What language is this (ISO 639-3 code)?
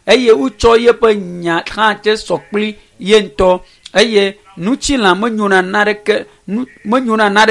ewe